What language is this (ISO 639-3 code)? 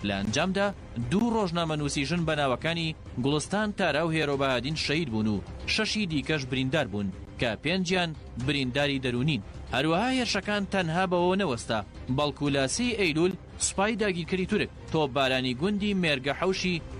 ckb